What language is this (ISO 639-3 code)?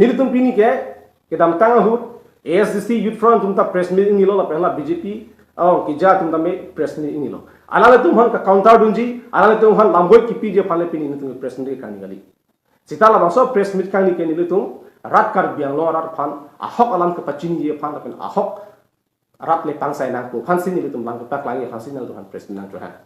mjw